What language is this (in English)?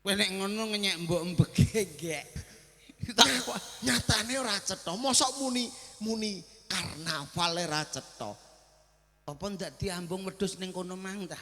Javanese